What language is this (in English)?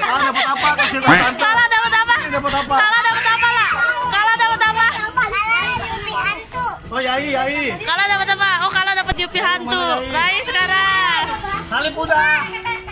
Betawi